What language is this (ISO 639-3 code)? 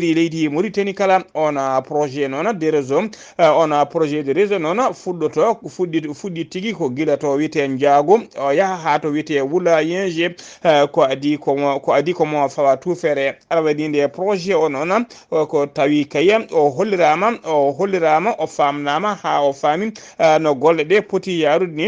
ful